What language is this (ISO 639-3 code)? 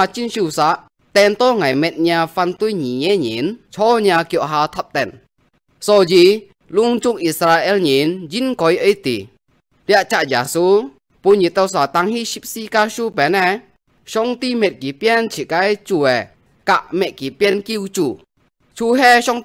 hak